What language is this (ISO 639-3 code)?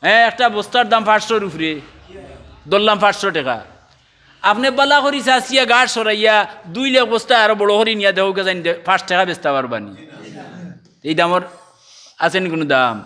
syl